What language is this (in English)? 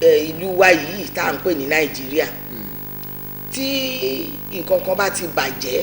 Yoruba